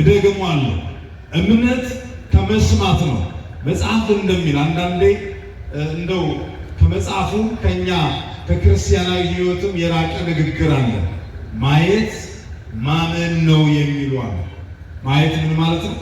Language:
Amharic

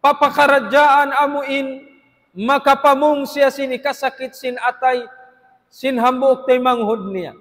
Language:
Tausug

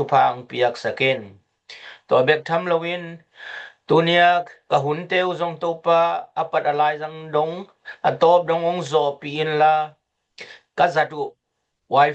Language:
Tedim Chin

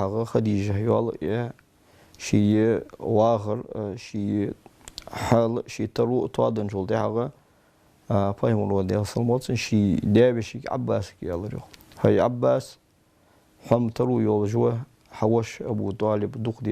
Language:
Ingush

